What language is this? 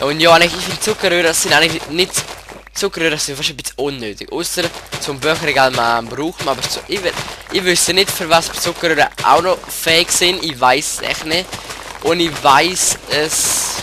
Swiss German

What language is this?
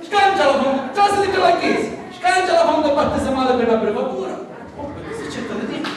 Sicilian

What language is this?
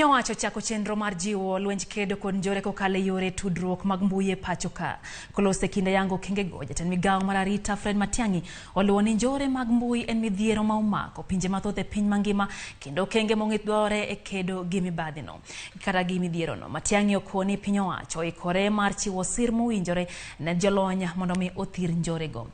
Luo (Kenya and Tanzania)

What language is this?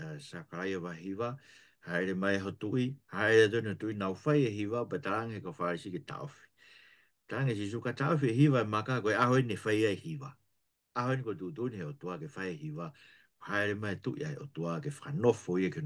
Tongan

